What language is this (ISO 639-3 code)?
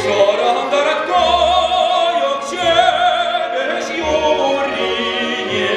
chv